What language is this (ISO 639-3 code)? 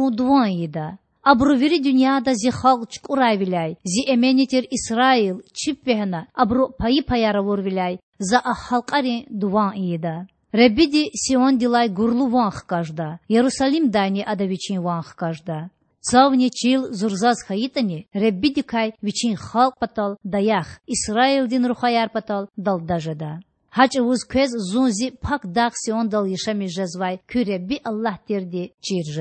lez